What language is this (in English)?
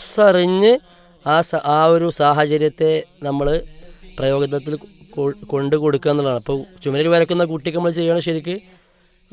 Malayalam